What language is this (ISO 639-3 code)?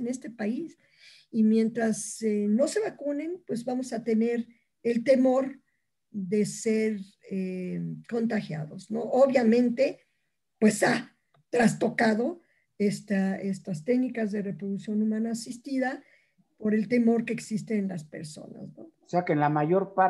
spa